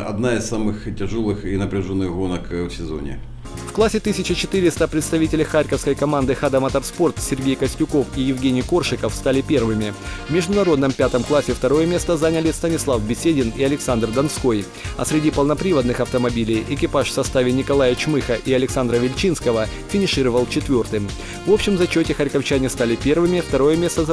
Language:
Russian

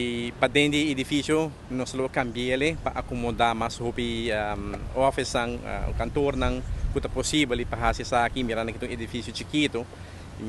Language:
Papiamento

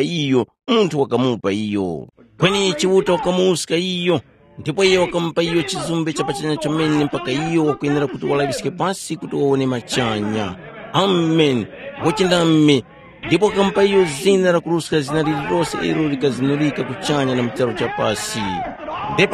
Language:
Tumbuka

